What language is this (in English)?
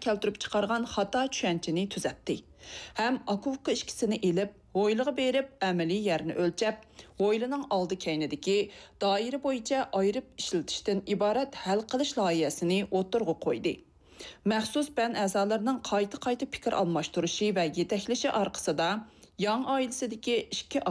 Uyghur